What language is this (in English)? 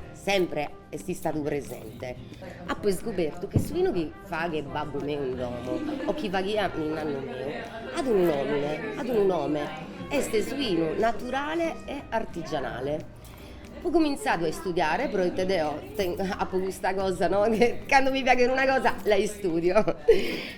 Sardinian